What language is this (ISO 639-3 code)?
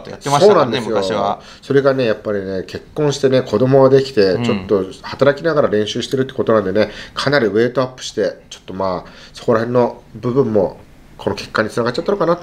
jpn